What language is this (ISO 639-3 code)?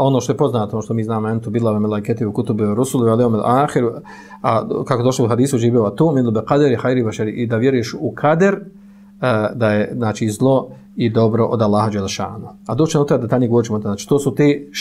bos